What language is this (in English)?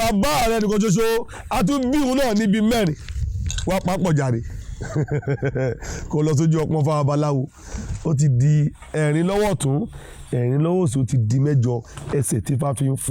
Yoruba